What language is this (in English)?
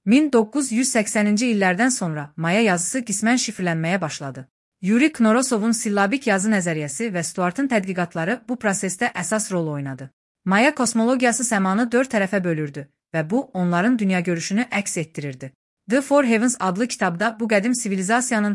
Azerbaijani